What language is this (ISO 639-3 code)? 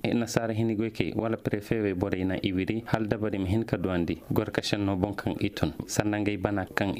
ses